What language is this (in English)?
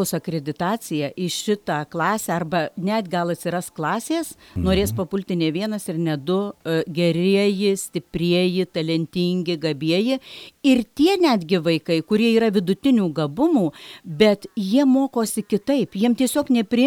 Lithuanian